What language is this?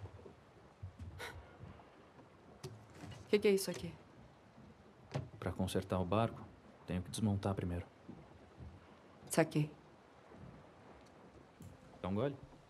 Portuguese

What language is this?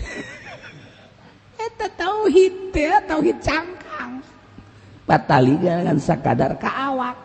Sundanese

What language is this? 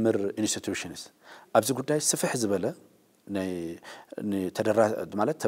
Tigrinya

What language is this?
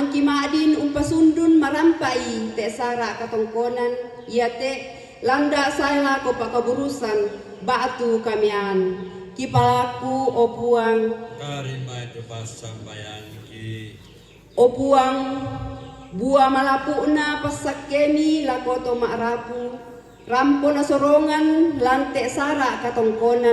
Toraja-Sa'dan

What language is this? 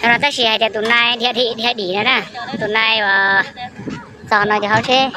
Hmong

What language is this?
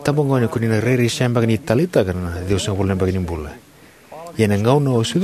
Fijian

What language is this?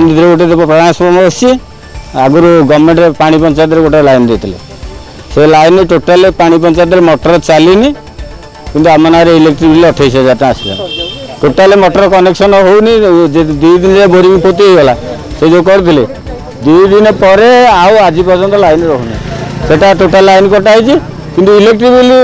Odia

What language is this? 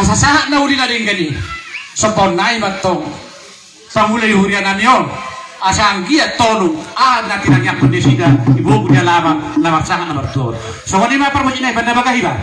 Batak Toba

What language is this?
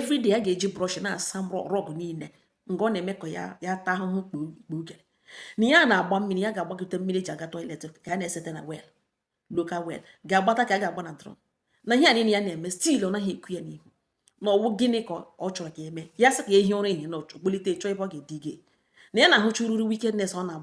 Igbo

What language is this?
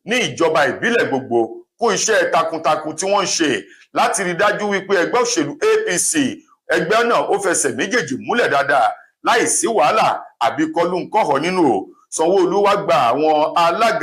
Yoruba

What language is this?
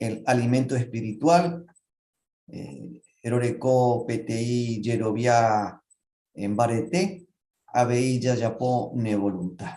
Guarani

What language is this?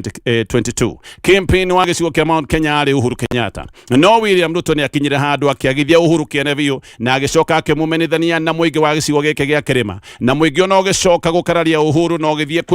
Kikuyu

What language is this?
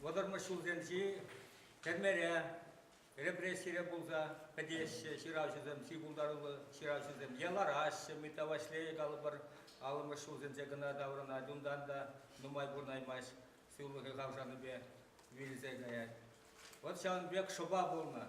Chuvash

